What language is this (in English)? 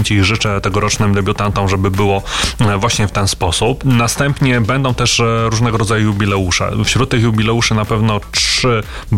Polish